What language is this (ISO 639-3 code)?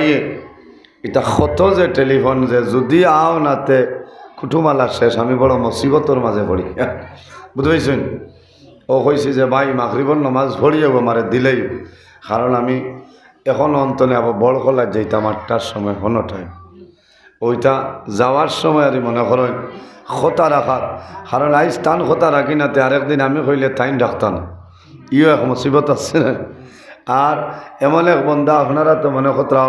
syl